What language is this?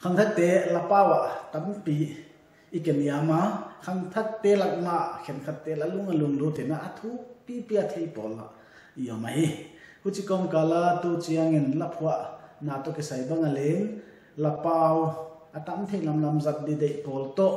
Paite Chin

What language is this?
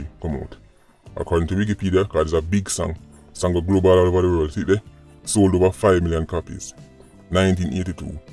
Jamaican Creole English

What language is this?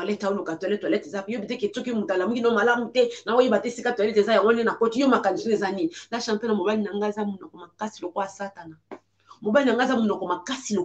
Lingala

